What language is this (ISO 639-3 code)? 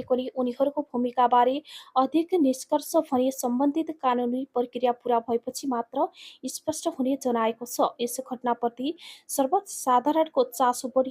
nep